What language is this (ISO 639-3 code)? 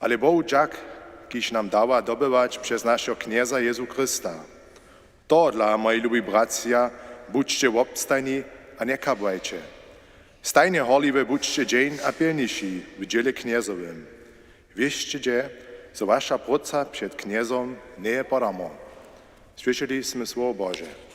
hsb